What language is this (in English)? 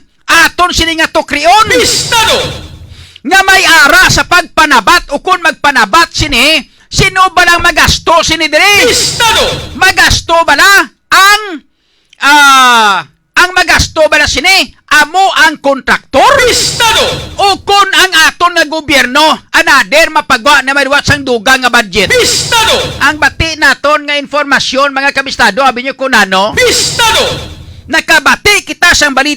Hiligaynon